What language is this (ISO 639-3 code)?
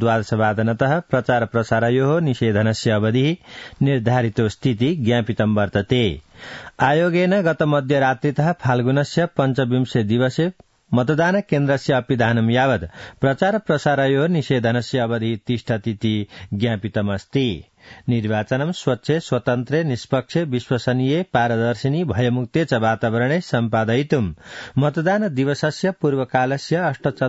san